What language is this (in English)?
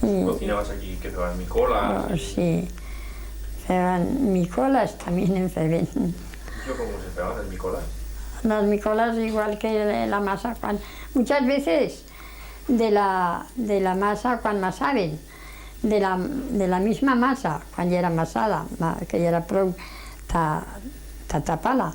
Aragonese